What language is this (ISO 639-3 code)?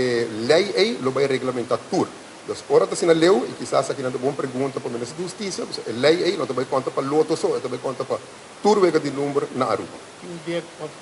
pap